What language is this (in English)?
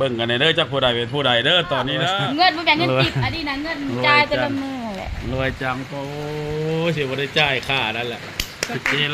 Lao